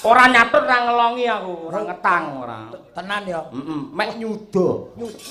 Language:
Javanese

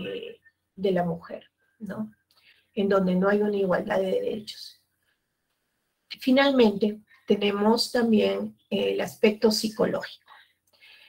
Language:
Spanish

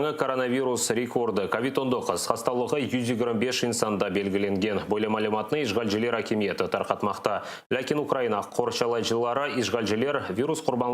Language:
Crimean Tatar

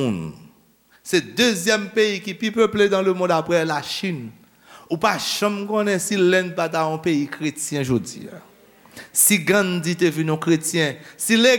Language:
Haitian Creole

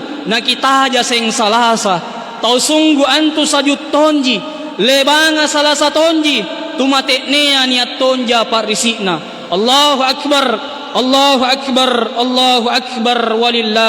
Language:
Makasar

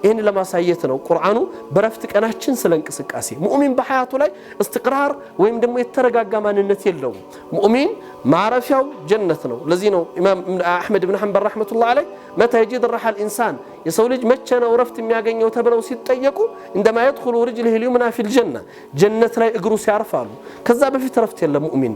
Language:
Amharic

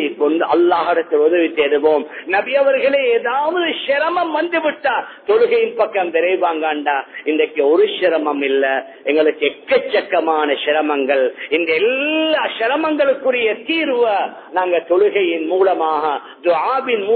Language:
Tamil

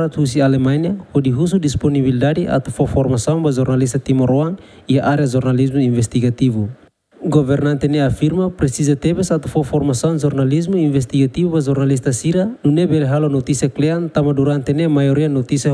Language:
Tetum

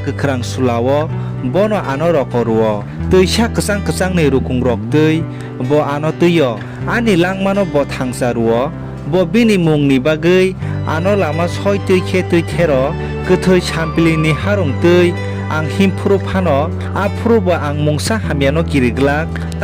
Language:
Kok Borok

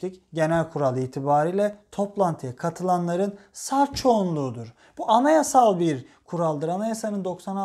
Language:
Turkish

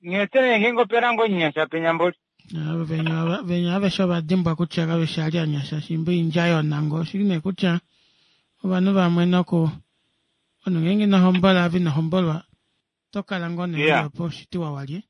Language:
Kuanyama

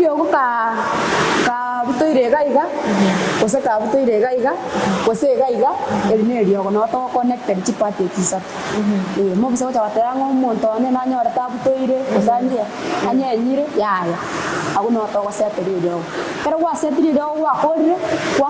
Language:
Gusii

